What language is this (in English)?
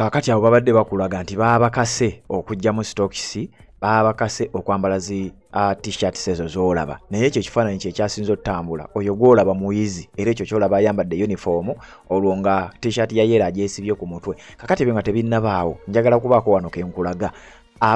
Ganda